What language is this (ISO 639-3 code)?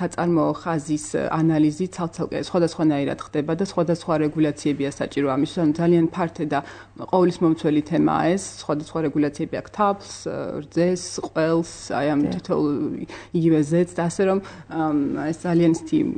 kat